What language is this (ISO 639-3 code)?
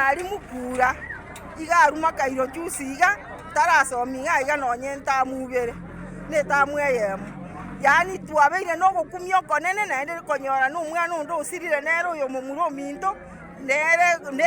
guz